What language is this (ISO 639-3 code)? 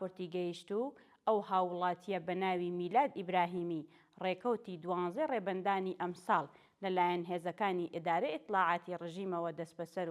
ckb